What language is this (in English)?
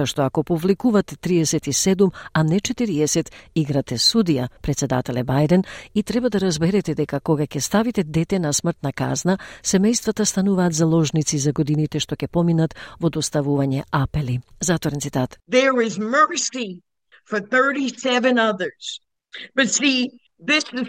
Macedonian